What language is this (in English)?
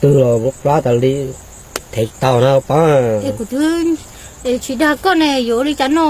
Hmong